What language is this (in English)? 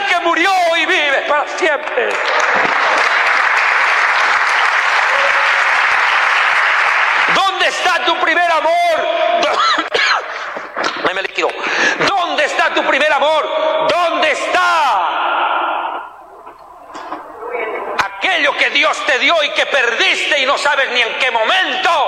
Spanish